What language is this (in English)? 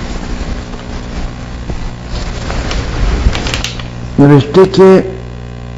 Persian